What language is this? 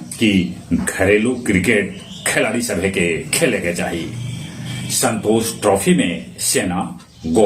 Magahi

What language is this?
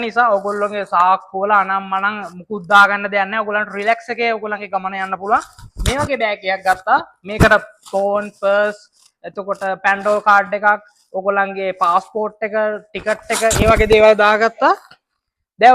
Sinhala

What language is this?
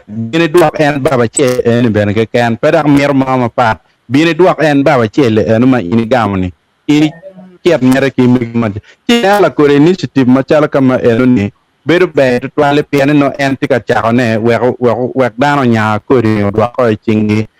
Acoli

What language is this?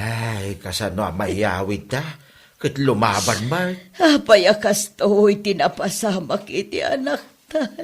Iloko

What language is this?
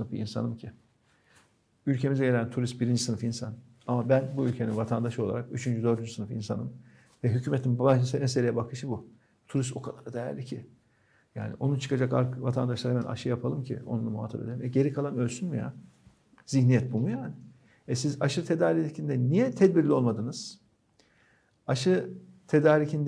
Turkish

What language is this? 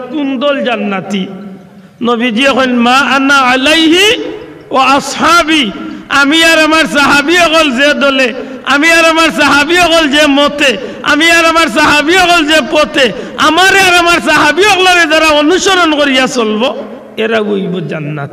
Sylheti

